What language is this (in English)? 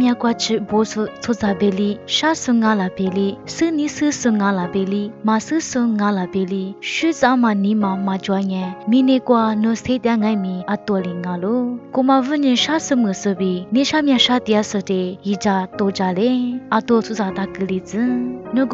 Lisu